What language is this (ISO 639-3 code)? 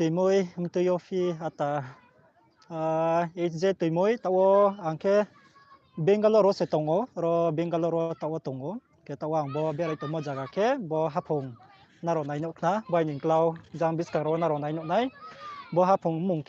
ria